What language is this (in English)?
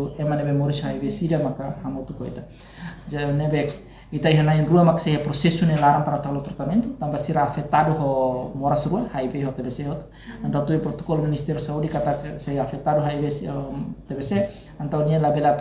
Tetum